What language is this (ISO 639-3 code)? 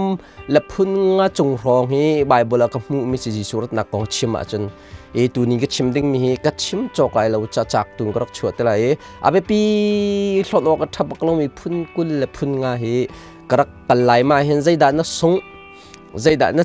cnh